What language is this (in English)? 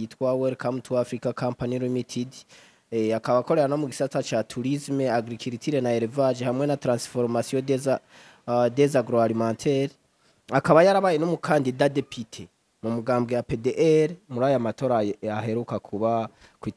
Rundi